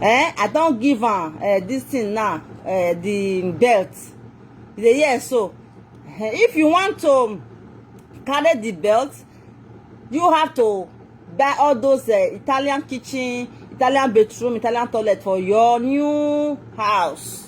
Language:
Nigerian Pidgin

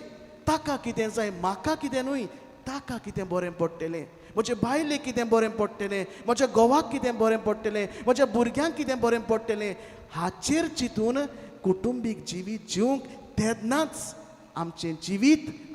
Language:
Konkani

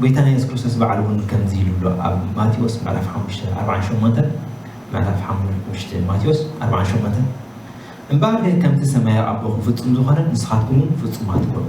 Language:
Tigrinya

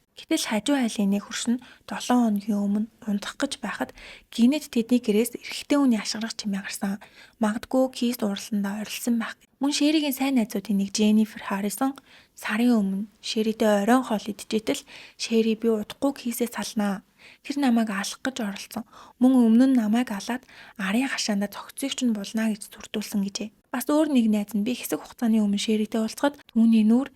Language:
Mongolian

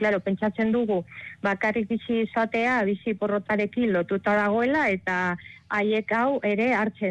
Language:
Basque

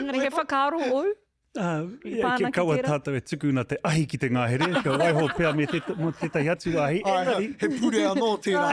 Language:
Māori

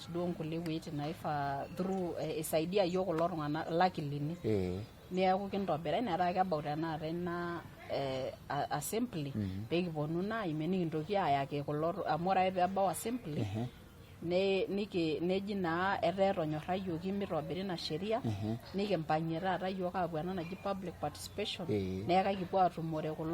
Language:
Masai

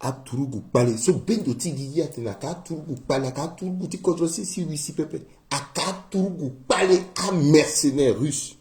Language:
Sango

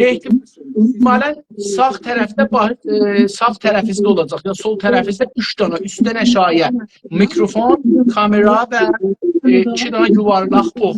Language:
South Azerbaijani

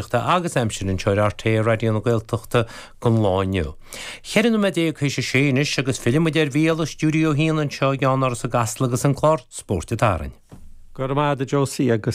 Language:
Irish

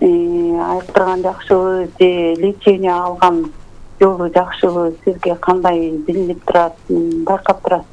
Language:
Kyrgyz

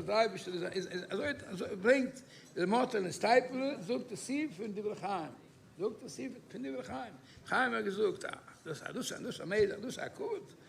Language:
Yiddish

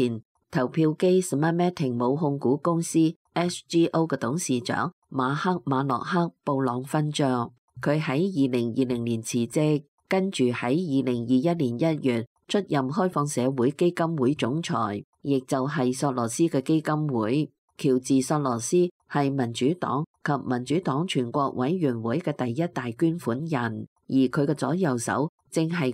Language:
Cantonese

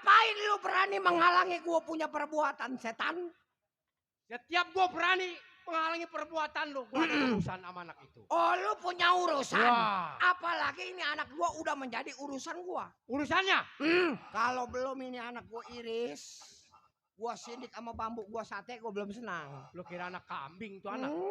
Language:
Betawi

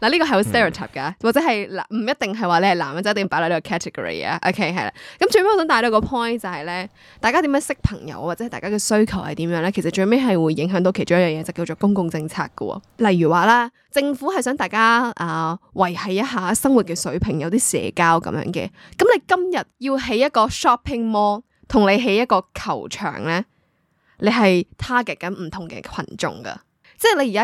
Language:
Cantonese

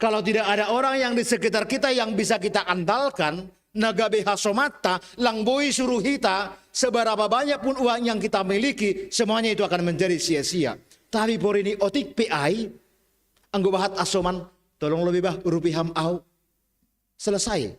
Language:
Batak Simalungun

